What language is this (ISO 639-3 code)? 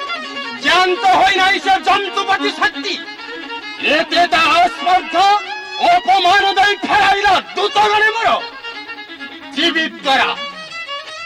ori